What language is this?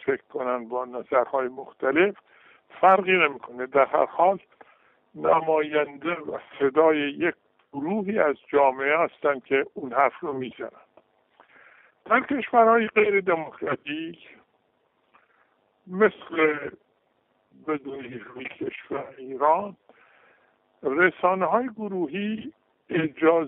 Persian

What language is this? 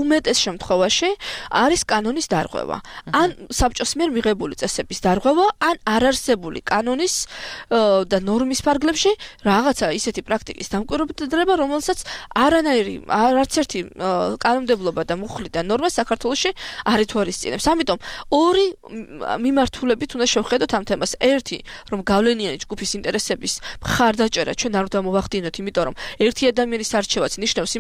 Georgian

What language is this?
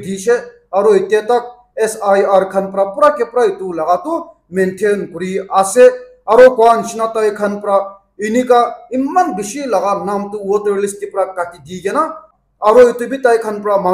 Naga Pidgin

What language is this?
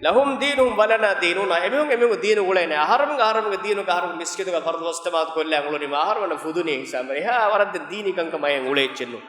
Divehi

